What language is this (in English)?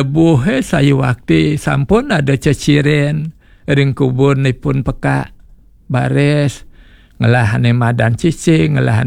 Balinese